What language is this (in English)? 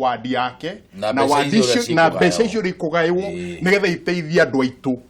Kikuyu